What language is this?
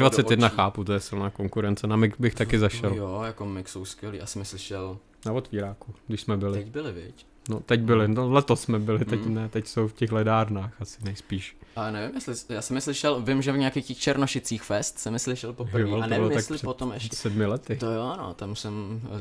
Czech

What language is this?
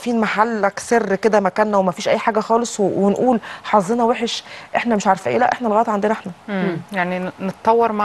Egyptian Arabic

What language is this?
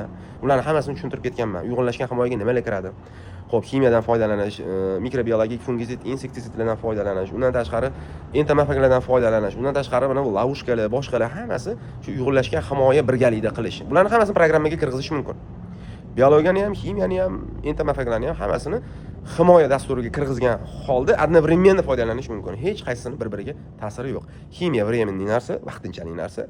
Uzbek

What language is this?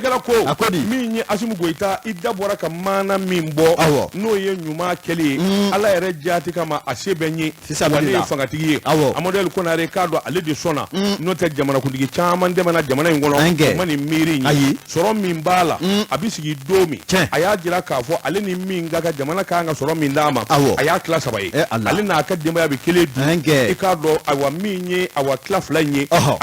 Bambara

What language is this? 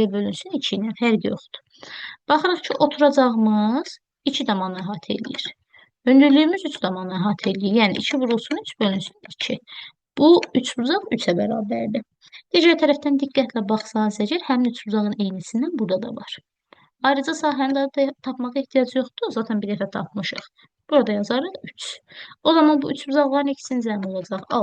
Azerbaijani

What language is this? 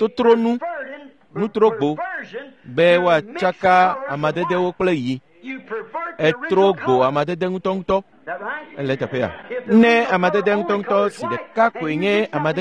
Ewe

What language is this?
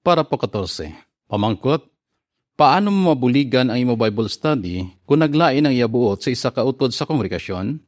Hiligaynon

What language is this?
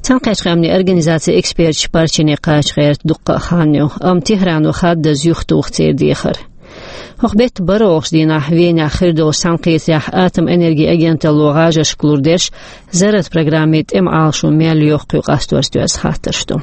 Chechen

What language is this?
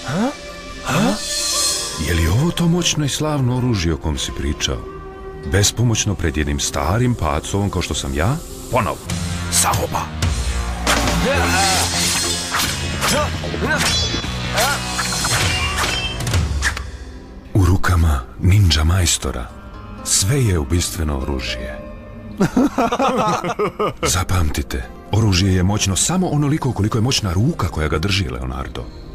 Serbian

